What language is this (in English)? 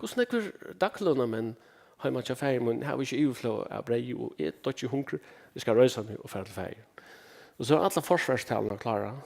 Faroese